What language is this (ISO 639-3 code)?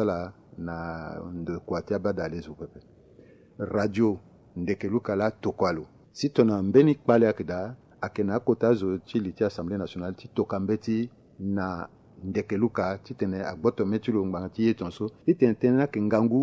sag